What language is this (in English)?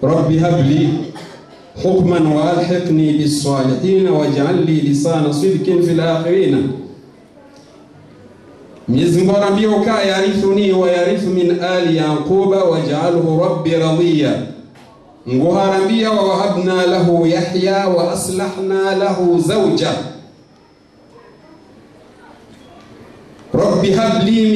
Swahili